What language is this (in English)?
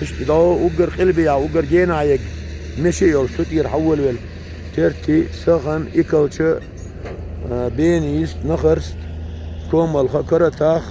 Chechen